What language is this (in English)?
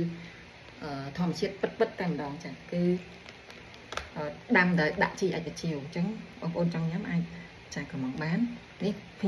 Khmer